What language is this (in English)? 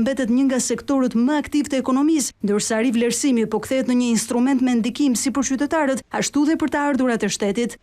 Albanian